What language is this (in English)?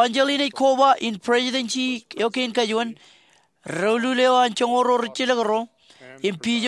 Marshallese